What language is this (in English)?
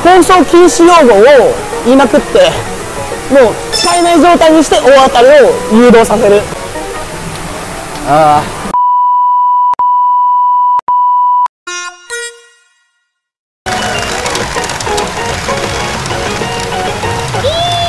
Japanese